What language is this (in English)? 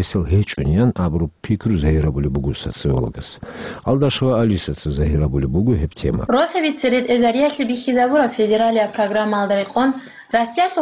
Avaric